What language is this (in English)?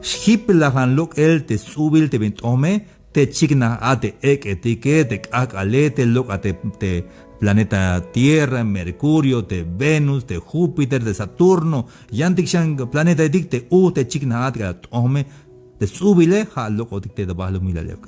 Tzeltal